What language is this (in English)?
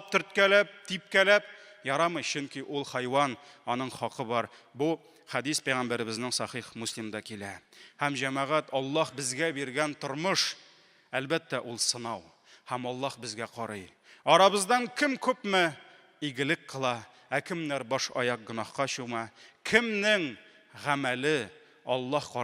Tatar